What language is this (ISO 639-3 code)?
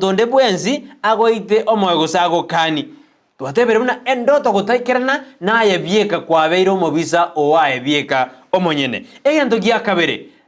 guz